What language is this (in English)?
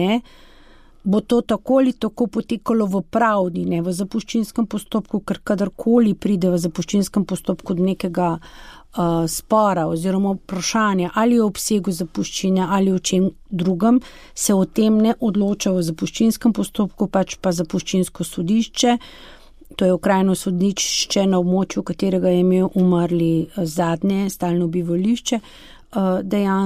Slovenian